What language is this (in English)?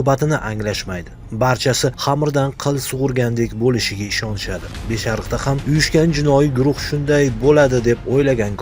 Uzbek